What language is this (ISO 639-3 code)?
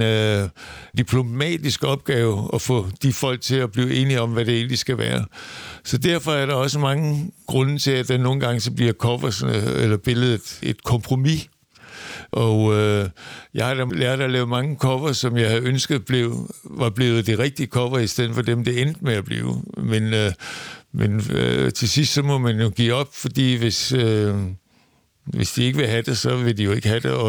dan